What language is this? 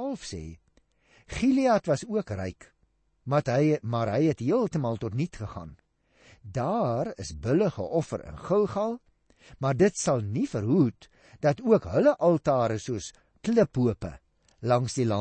Afrikaans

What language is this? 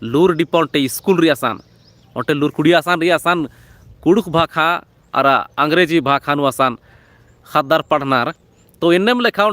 Kurukh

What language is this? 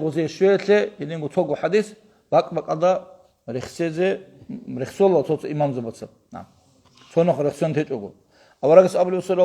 Avaric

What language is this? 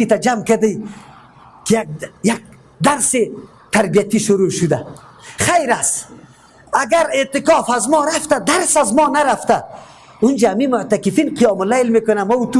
Persian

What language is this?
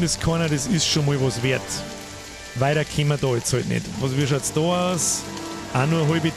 Bavarian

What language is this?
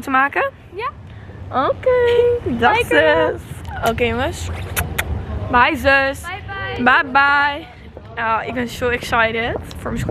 Dutch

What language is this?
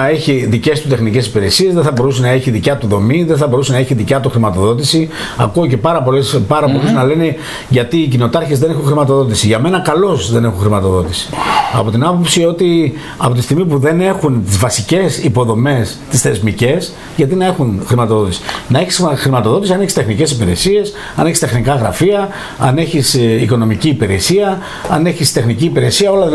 Greek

